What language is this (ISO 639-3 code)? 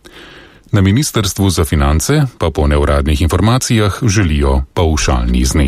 slv